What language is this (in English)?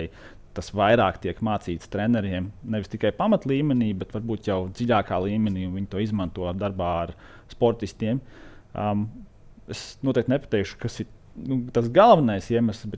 Latvian